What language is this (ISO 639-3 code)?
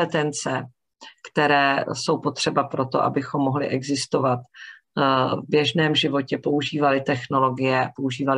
ces